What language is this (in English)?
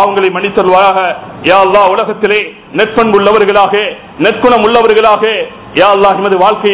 Tamil